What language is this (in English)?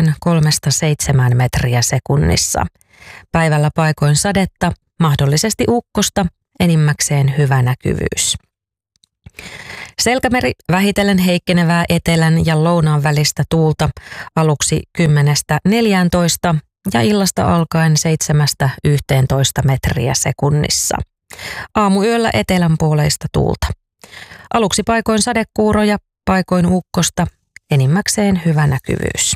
Finnish